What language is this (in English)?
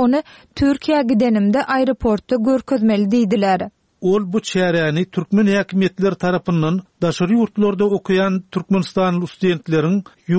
Turkmen